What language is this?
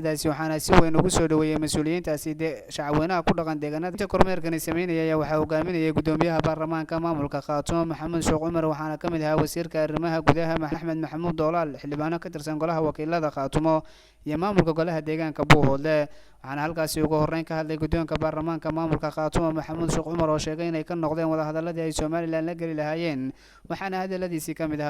Somali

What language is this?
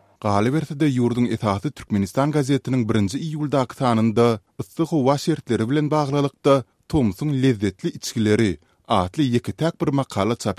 Turkmen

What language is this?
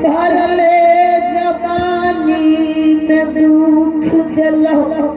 Angika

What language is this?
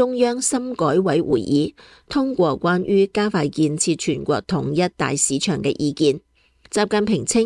Cantonese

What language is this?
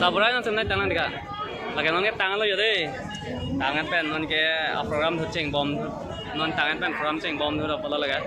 Karbi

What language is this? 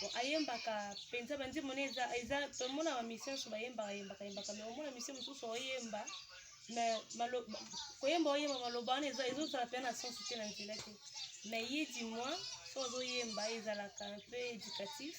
Lingala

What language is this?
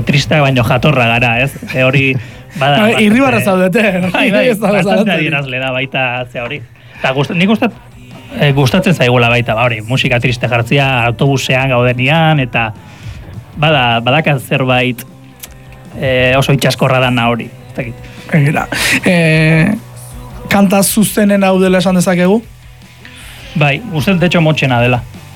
Basque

